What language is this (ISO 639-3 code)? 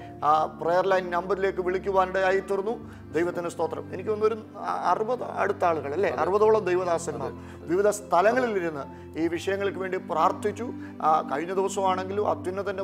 mal